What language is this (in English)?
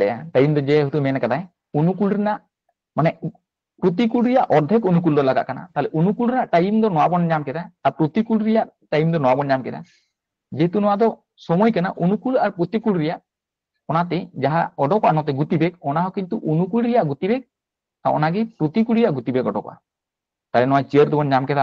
Santali